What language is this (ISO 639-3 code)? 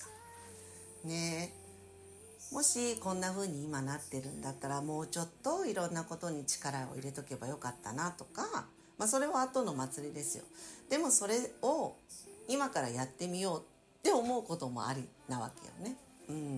jpn